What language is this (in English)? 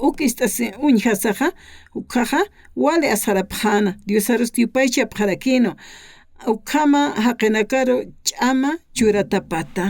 Aymara